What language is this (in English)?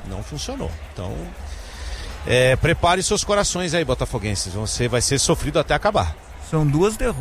Portuguese